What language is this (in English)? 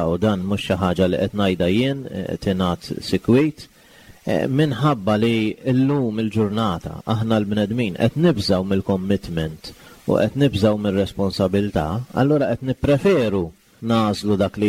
Maltese